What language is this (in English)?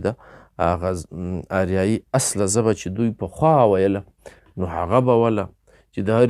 Pashto